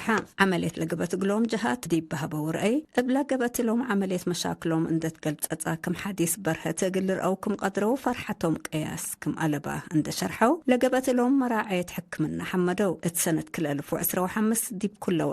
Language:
Tigre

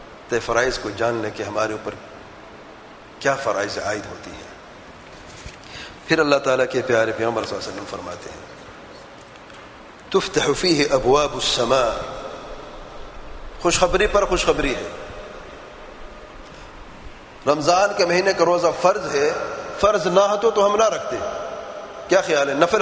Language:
Urdu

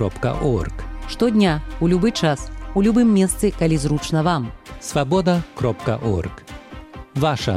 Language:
Belarusian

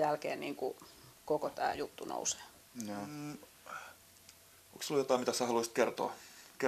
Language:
Finnish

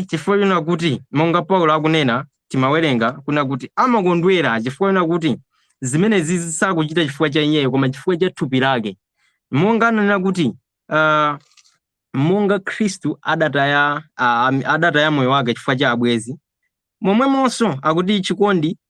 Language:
Nyanja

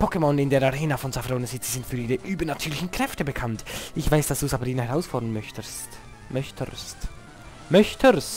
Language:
Swiss German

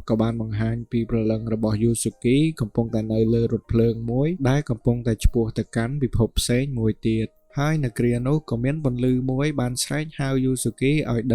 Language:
Khmer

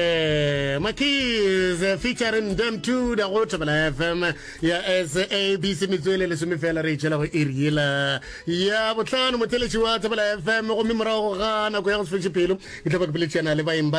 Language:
Northern Sotho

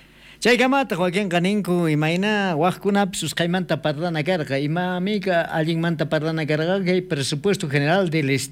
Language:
South Bolivian Quechua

